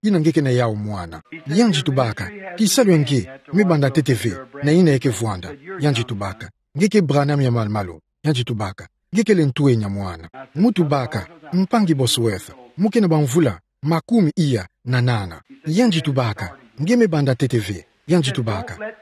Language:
Kituba (Democratic Republic of Congo)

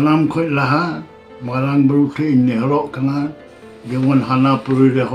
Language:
Santali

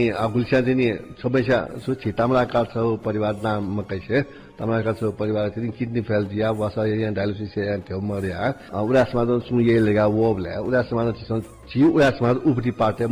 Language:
Newari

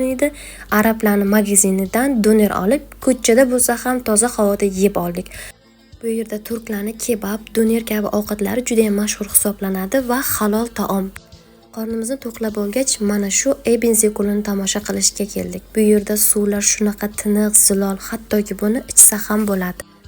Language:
Uzbek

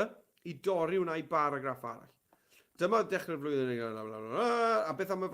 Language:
Welsh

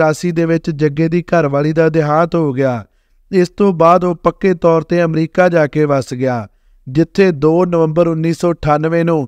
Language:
Punjabi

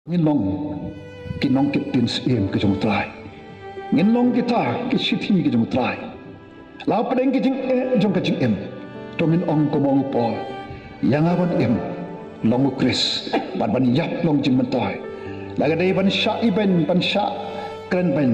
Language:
Khasi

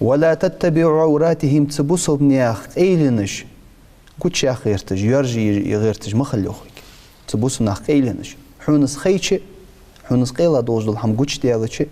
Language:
Ingush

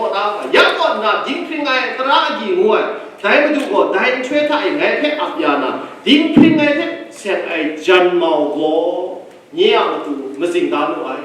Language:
Kachin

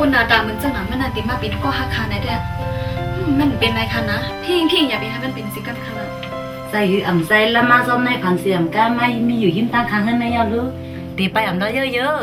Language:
Shan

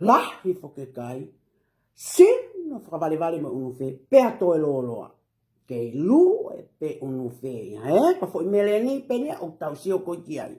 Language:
Tongan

